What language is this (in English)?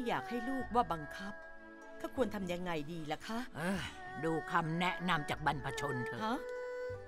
Thai